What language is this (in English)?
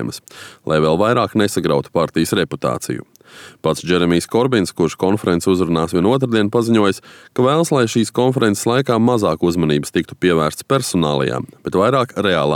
Latvian